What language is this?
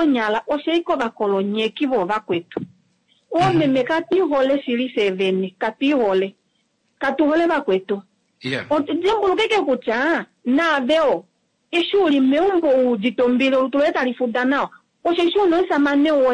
Kuanyama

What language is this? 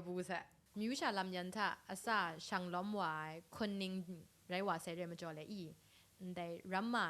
Kachin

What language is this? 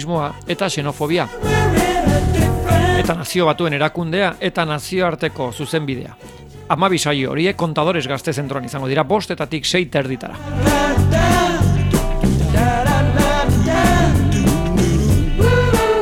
Basque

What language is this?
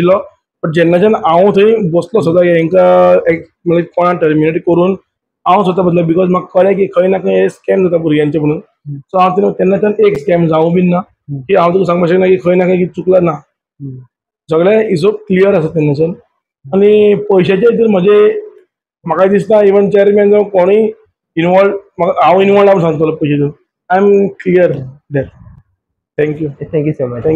Konkani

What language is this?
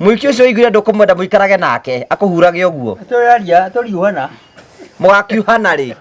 Kikuyu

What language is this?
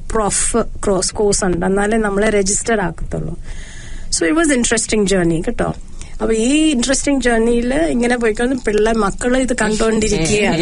Malayalam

